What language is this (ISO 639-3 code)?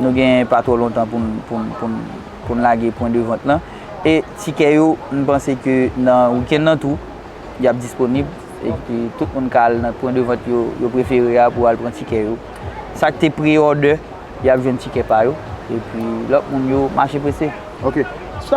hat